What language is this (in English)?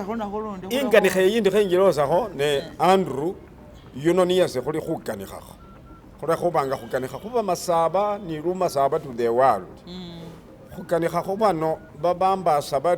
Masaaba